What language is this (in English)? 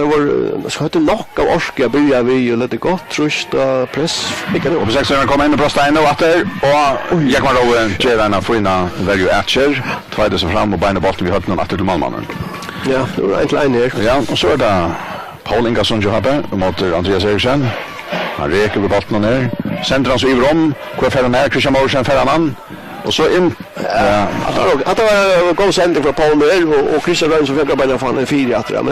Faroese